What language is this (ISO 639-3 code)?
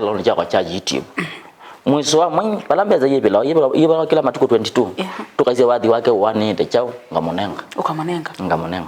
kam